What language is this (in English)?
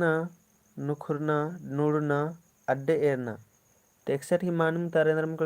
Kurukh